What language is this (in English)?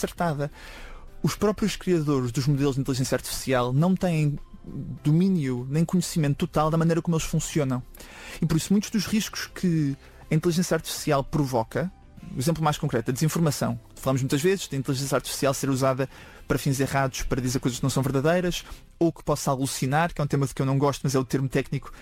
Portuguese